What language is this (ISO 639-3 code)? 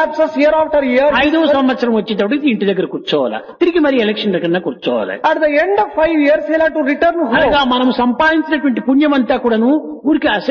tel